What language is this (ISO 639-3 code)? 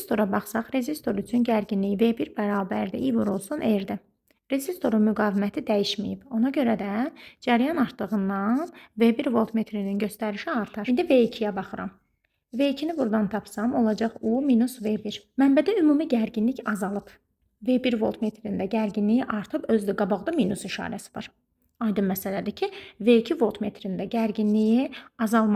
aze